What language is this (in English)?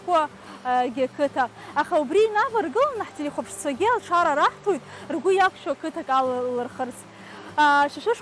Abkhazian